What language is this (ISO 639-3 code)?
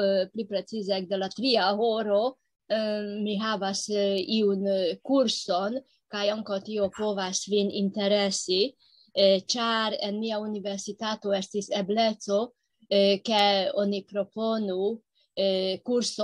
epo